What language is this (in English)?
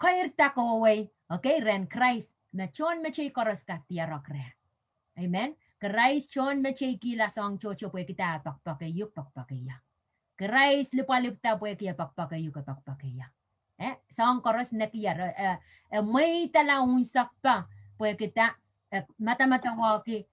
Pohnpeian